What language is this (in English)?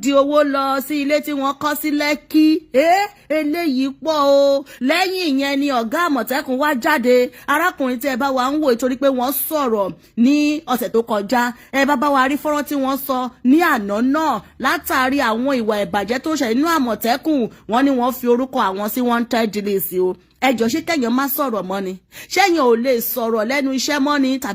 Yoruba